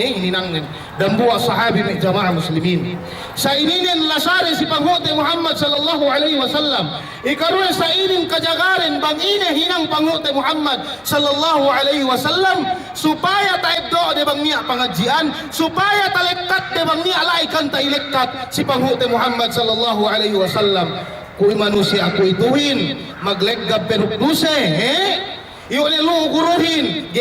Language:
Yakan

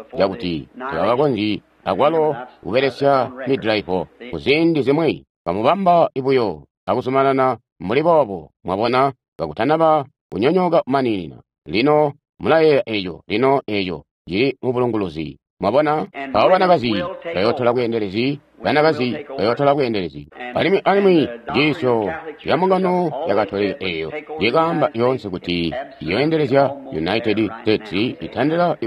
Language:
Tonga (Zambia)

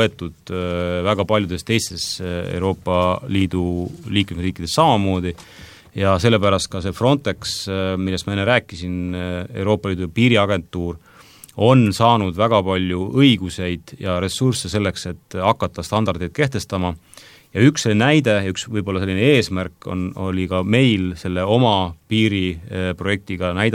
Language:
Estonian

